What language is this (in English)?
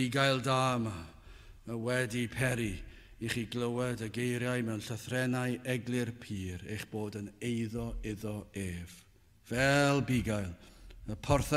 Welsh